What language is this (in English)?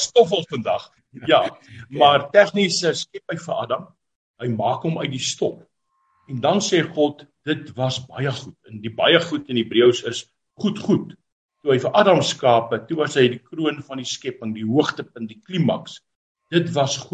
Afrikaans